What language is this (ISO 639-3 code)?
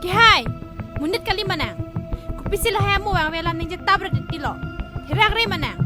mjw